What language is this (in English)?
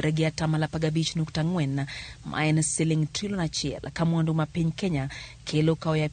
Luo (Kenya and Tanzania)